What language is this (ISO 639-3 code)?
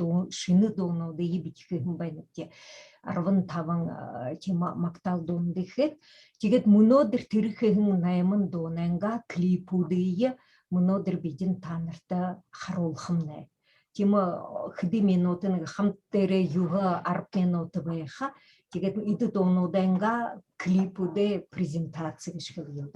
bua